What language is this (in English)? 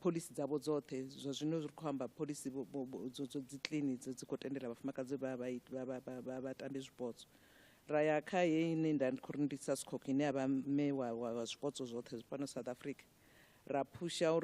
Venda